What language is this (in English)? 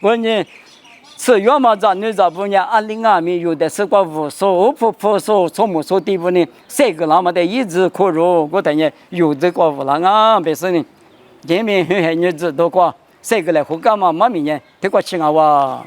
Lisu